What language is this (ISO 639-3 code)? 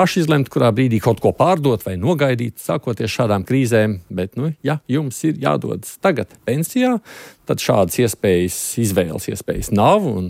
lav